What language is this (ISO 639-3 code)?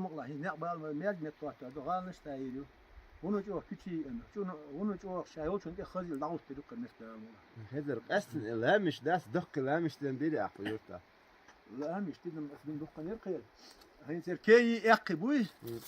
che